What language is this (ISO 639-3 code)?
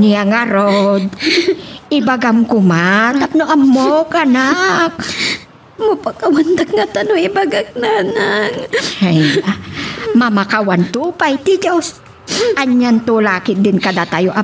ilo